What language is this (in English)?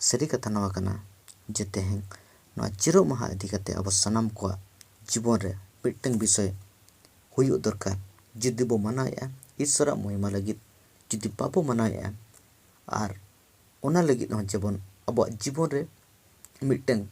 Santali